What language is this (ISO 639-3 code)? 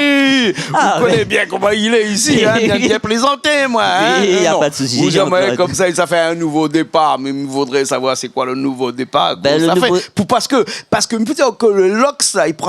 rcf